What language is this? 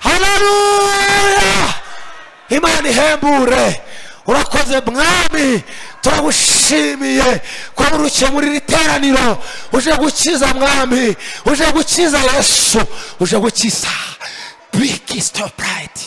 Kinyarwanda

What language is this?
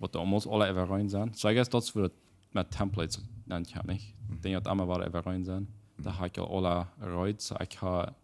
Plautdietsch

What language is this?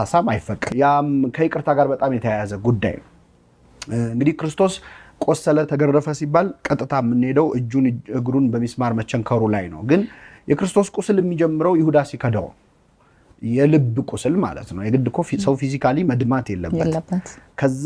Amharic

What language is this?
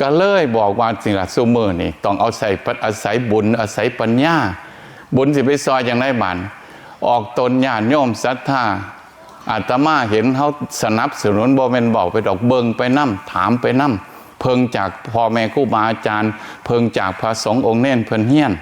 Northeastern Thai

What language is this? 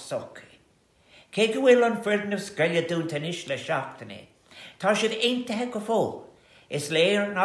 Irish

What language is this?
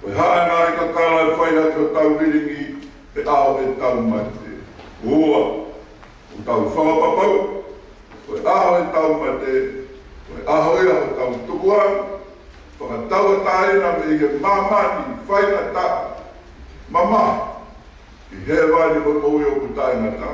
Tongan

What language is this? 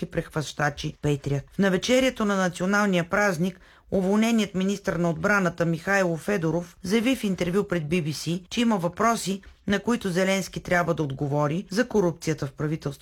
Bulgarian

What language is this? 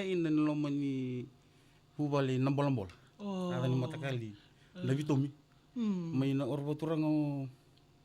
Fijian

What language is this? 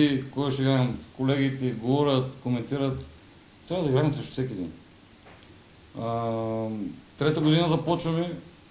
Bulgarian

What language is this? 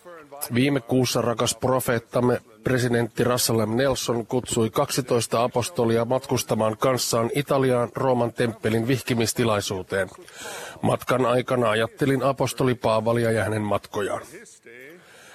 Finnish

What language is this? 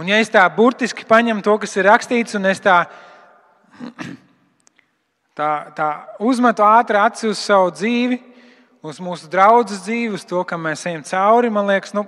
Latvian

